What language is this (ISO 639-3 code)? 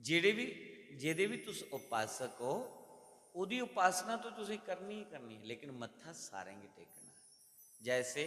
doi